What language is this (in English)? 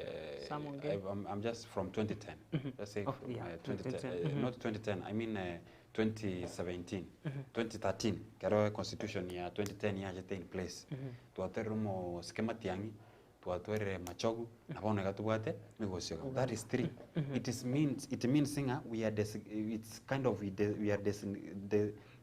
Gusii